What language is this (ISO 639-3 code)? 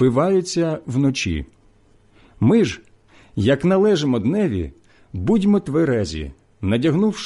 ukr